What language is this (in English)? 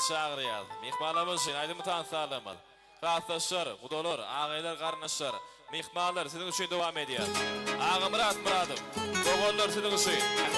Turkmen